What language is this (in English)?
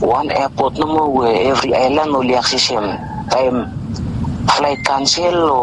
Bislama